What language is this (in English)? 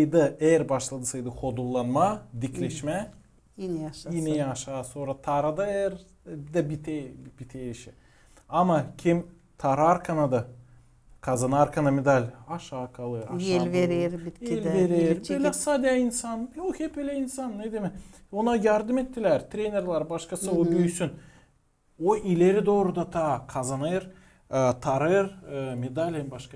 Gagauz